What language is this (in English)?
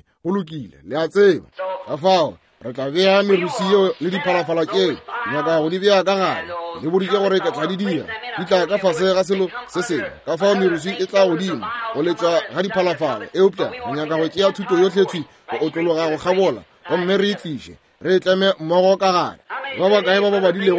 Northern Sotho